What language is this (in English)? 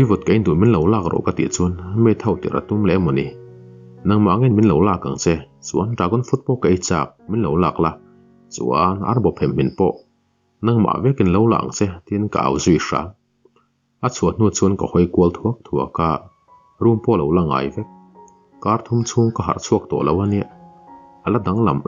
Mizo